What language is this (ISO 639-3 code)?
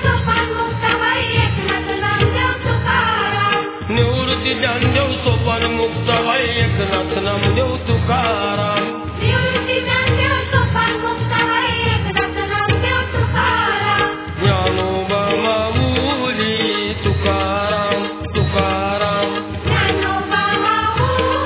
mar